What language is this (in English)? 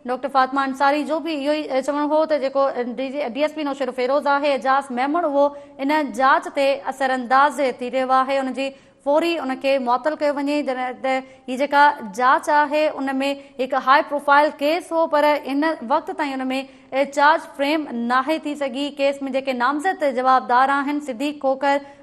Sindhi